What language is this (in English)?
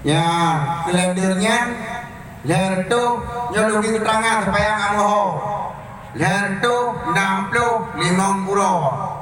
Achinese